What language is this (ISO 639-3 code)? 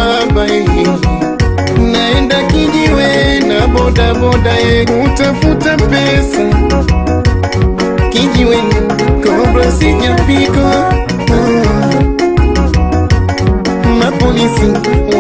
swa